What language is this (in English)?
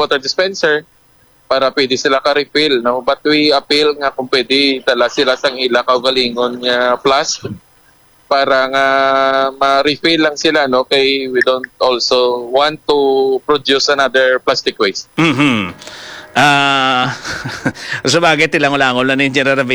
Hiligaynon